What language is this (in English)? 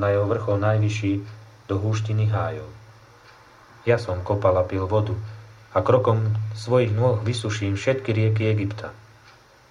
Slovak